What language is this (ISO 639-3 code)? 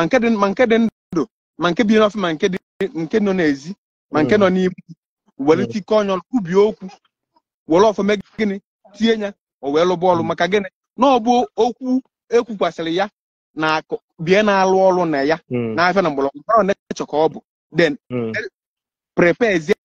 ibo